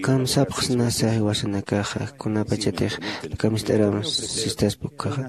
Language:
Aymara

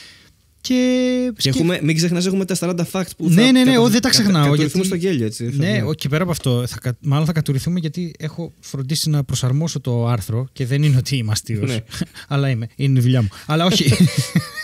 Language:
Greek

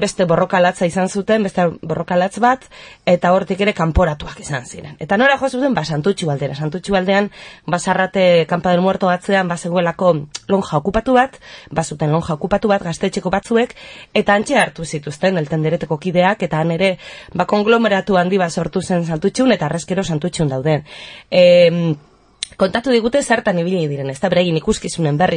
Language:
Basque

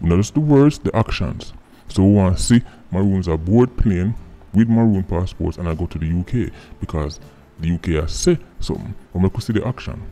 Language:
Jamaican Creole English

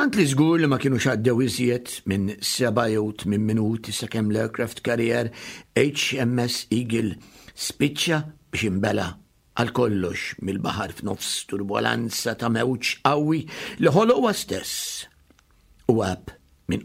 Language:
Maltese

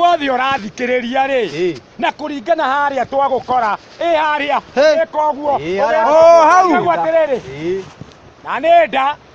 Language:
Kikuyu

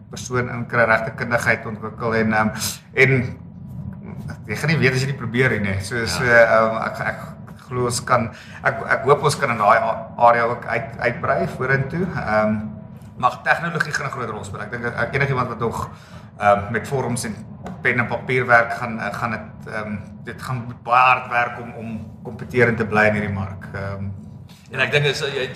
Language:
Afrikaans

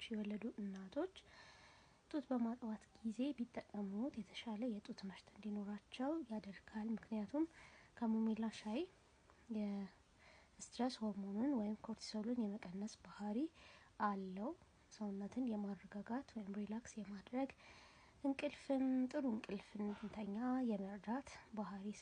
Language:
Amharic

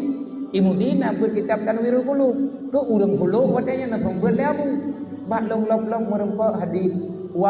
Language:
Achinese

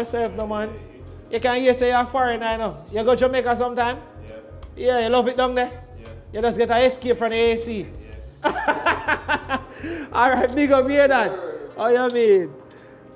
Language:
Jamaican Creole English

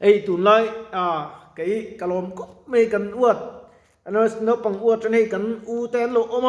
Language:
Mizo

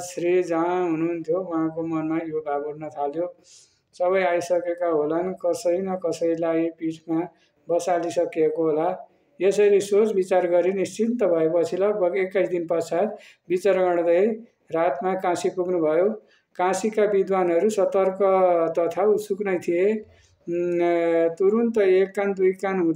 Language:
Nepali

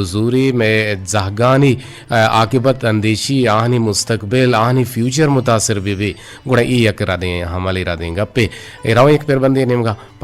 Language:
Eastern Balochi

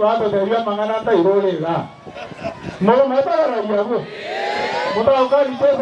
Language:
Gusii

